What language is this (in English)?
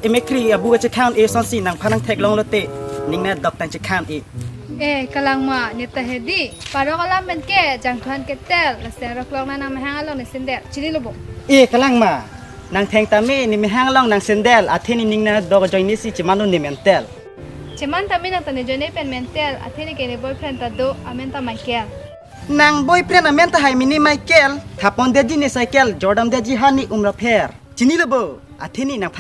Karbi